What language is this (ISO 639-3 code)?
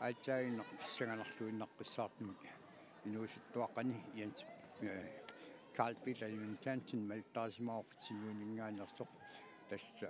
kal